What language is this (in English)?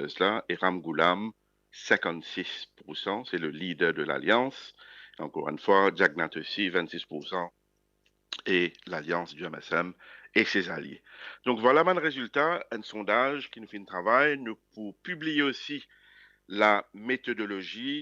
Morisyen